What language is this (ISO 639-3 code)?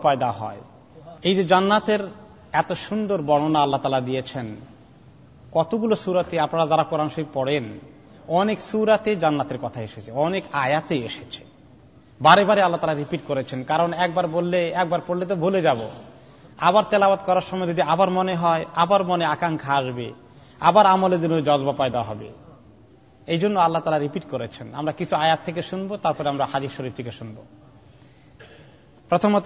ben